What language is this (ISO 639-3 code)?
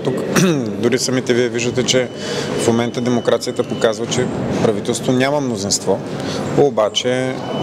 bul